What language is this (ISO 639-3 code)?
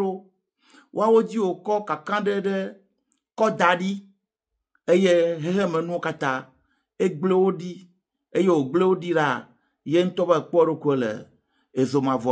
ewe